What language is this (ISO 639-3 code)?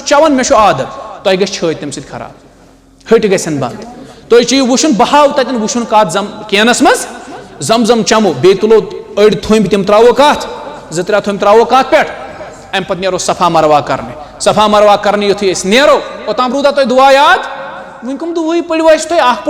kas